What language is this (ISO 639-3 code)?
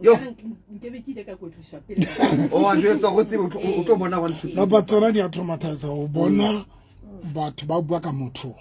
sot